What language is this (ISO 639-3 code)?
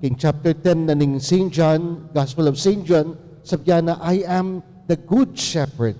pam